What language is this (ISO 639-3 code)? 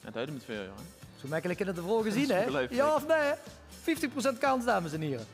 lim